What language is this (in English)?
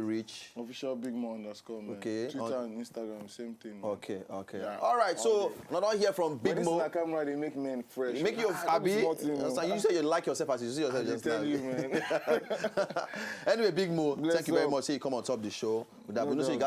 Nigerian Pidgin